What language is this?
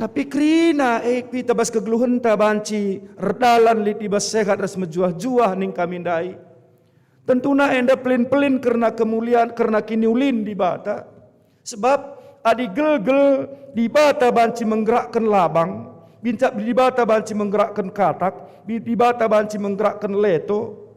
Batak Karo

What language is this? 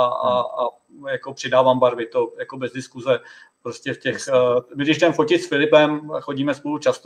Czech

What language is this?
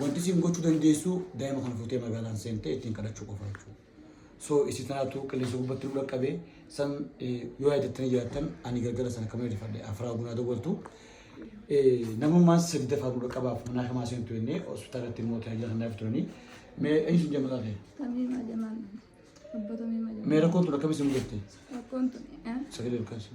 Oromo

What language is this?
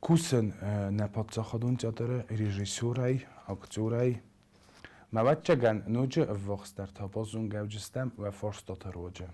Ossetic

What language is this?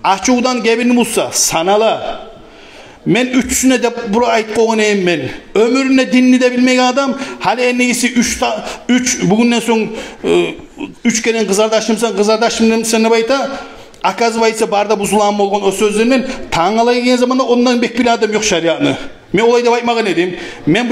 Kumyk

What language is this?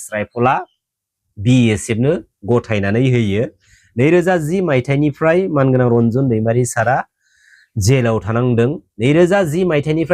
Bodo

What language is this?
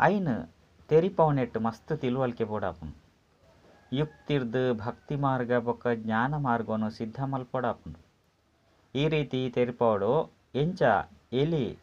Tulu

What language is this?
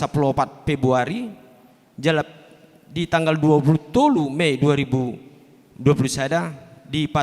Batak Toba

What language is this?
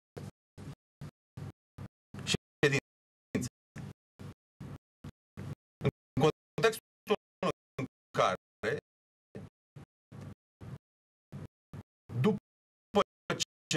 Romanian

